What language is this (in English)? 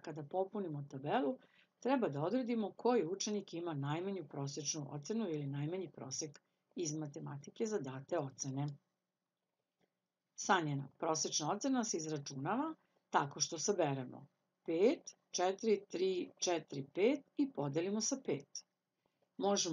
Serbian